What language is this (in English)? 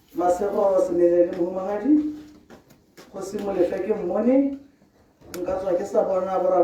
Tswana